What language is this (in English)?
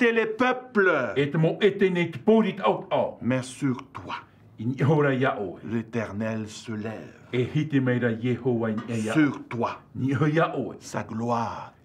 Tahitian